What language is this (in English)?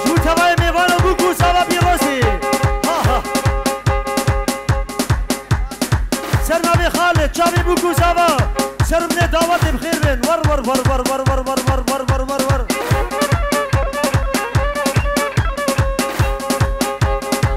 Kurdish